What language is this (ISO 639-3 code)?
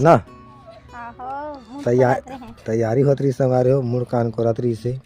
hne